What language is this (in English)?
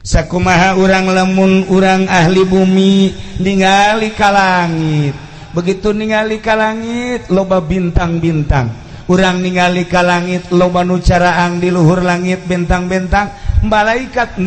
Sundanese